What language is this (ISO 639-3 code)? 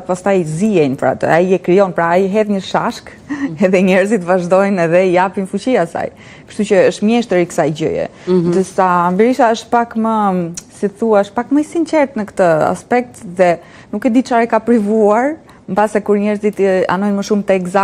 sqi